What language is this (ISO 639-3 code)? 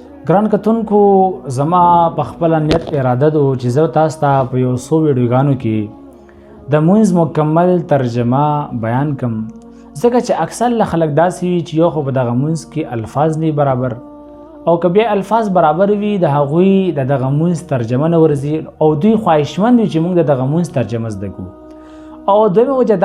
pus